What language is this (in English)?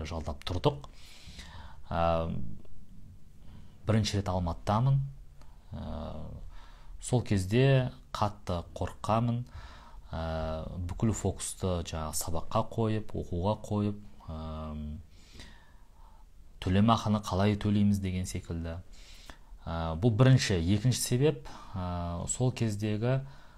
Kazakh